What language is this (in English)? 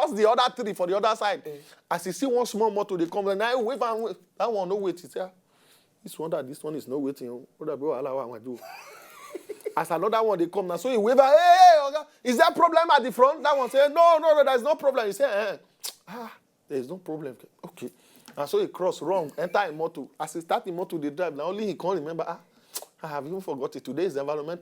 Nigerian Pidgin